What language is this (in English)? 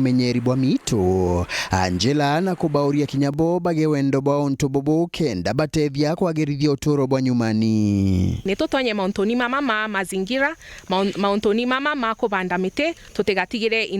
Meru